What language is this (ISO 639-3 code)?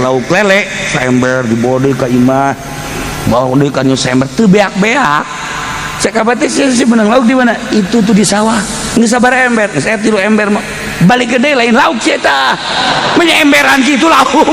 sun